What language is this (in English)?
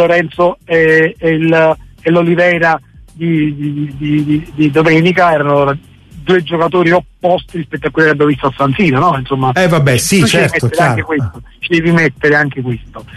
Italian